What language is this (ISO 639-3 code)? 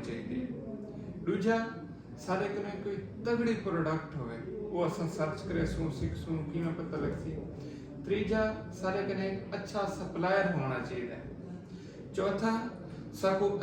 skr